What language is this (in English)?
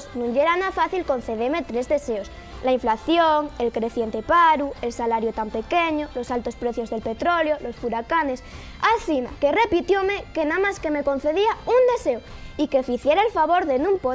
Asturian